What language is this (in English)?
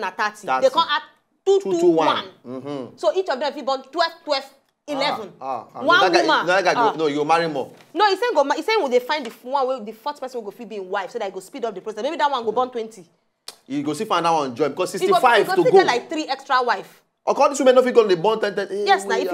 Nigerian Pidgin